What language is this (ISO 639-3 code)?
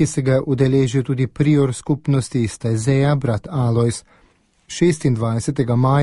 slv